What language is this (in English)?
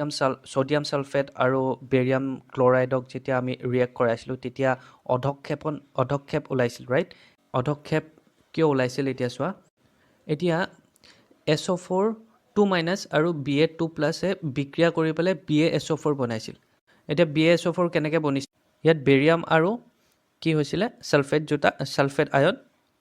Assamese